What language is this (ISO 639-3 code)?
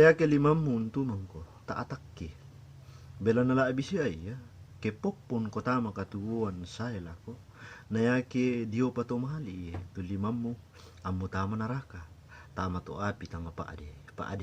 sda